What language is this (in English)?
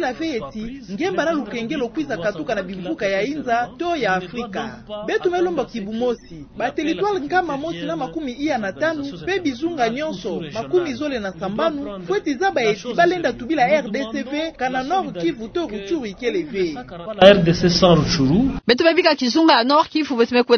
Kituba (Democratic Republic of Congo)